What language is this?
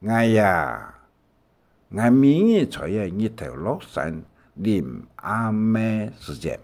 Hakka Chinese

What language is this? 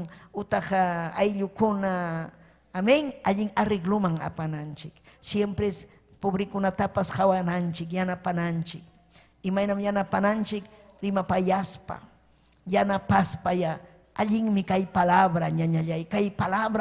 Ayacucho Quechua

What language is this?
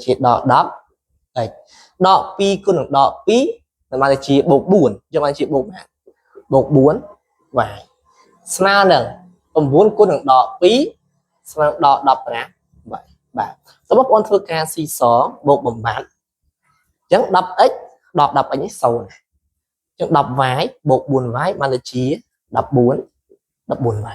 Khmer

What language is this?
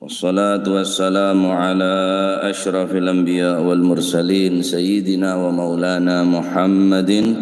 Madurese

